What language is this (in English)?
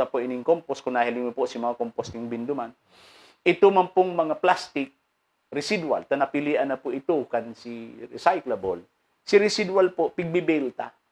Bikol